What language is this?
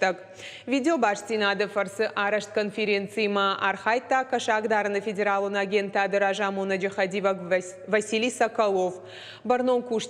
Ossetic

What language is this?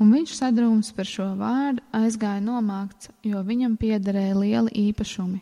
Latvian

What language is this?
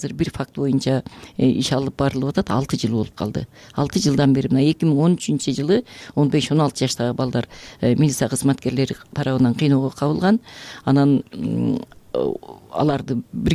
Kyrgyz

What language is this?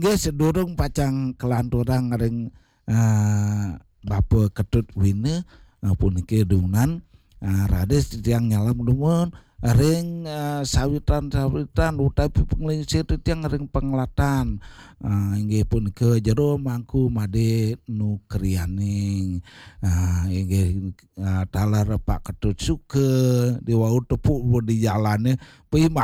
Balinese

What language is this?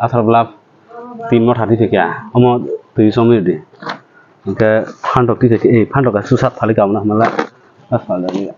Kok Borok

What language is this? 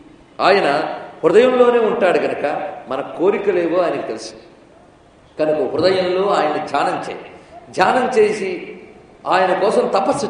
Telugu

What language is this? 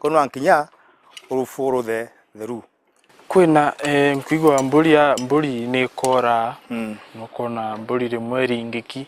Meru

